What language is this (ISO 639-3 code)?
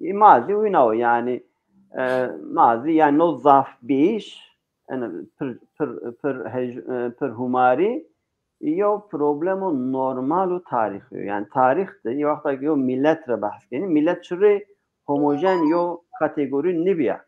zza